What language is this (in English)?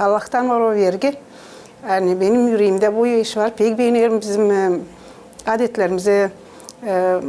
Gagauz